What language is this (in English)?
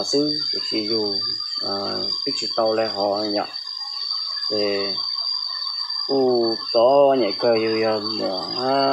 Vietnamese